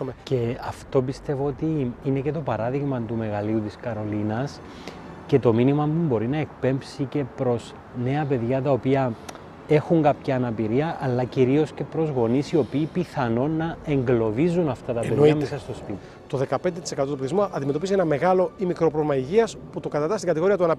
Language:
Greek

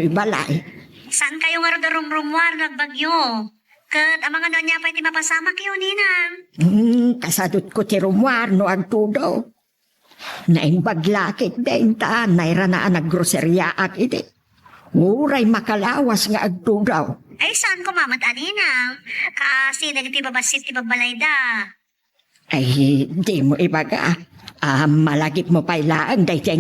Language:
Iloko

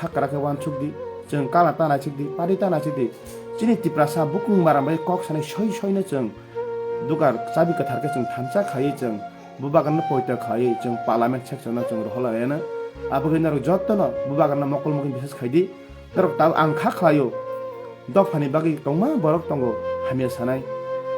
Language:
Kok Borok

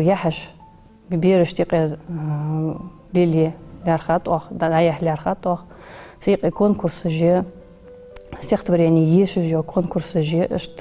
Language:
Ingush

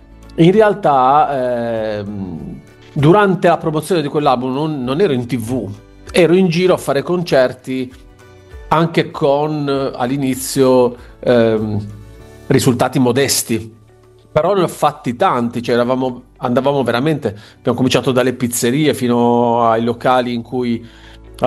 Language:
Italian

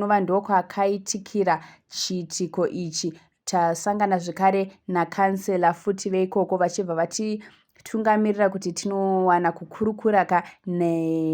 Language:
Shona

